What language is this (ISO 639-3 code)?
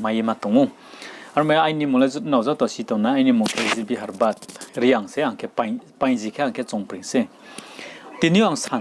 ria